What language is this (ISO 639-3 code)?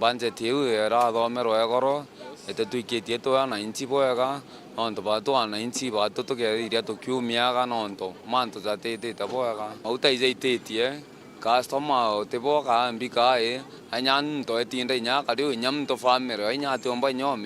mer